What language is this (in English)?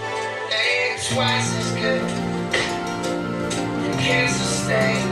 Yimchungru Naga